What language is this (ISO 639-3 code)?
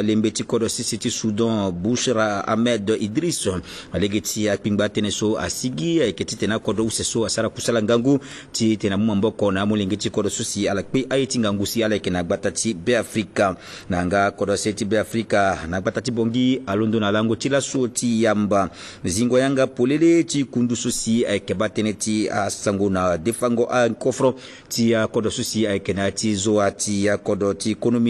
sag